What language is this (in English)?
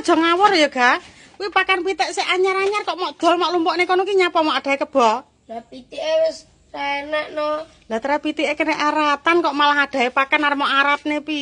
Javanese